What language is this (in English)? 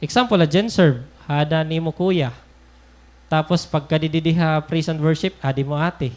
Waray